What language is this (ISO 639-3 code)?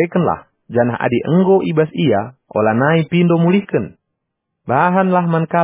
btx